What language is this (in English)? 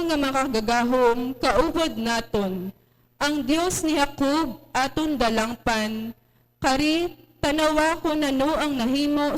Hiligaynon